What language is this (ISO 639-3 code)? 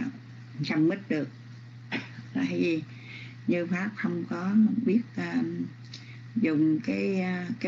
vie